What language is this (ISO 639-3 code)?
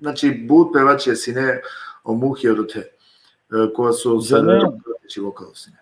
rmn